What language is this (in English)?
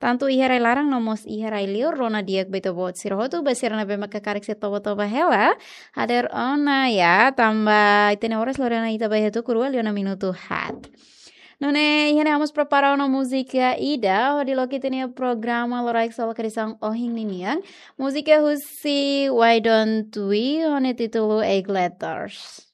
Tetum